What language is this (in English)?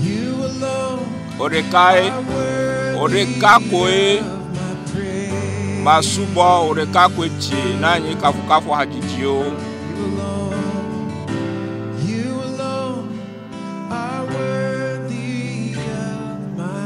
Ewe